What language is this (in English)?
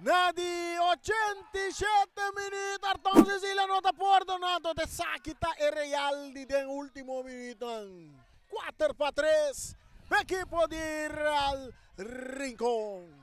Papiamento